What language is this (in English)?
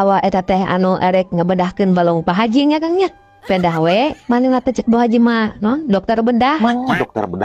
Sundanese